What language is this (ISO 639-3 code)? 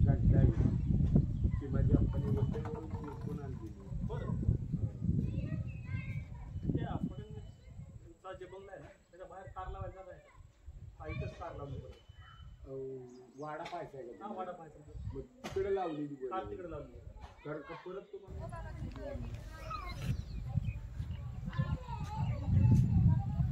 mar